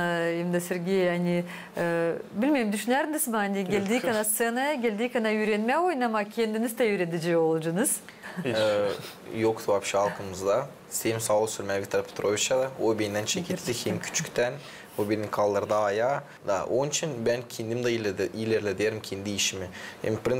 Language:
Gagauz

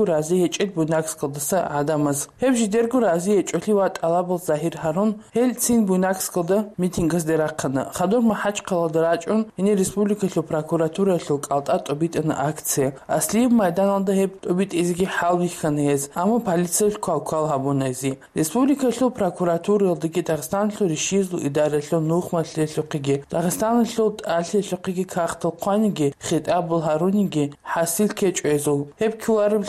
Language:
Avaric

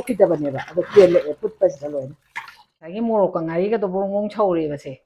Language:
Manipuri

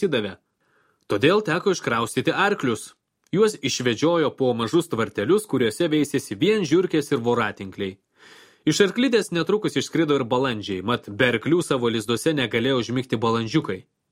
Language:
Lithuanian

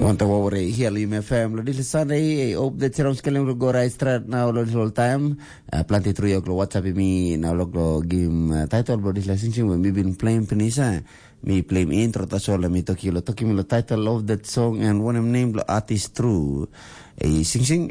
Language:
Tok Pisin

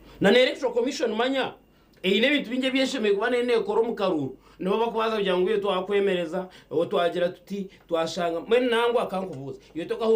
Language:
Nyankole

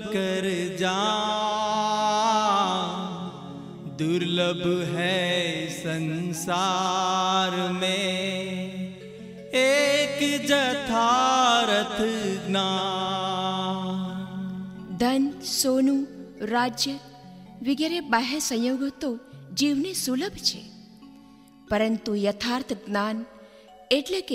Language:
Gujarati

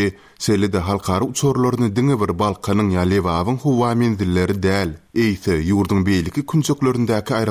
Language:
Turkmen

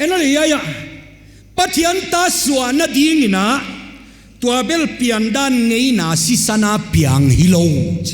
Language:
Paite Chin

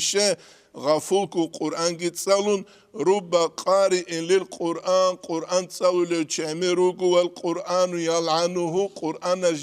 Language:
Avaric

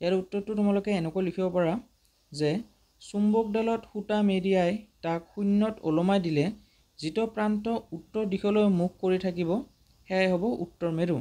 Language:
Assamese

